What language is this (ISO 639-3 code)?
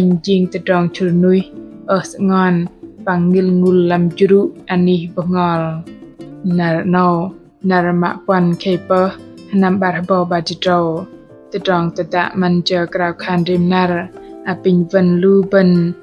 bdq